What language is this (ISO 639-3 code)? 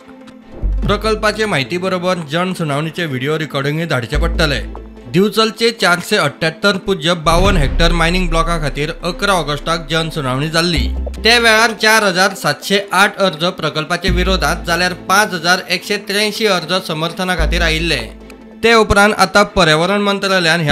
kok